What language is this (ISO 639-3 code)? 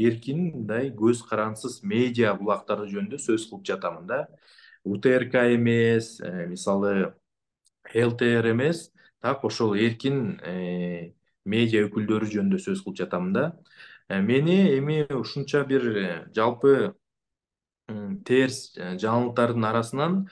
kir